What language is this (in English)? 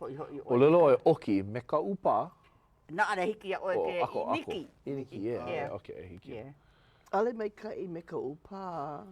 Hawaiian